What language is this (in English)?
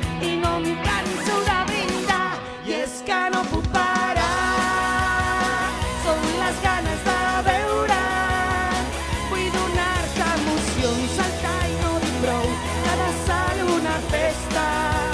Catalan